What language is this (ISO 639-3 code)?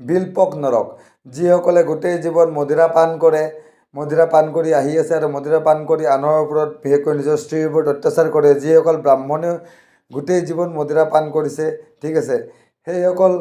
asm